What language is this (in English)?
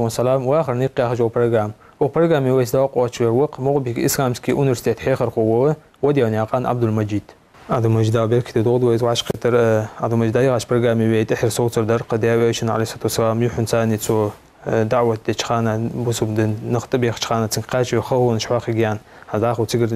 Ingush